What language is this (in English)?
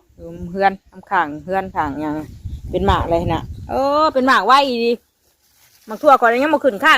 Northeastern Thai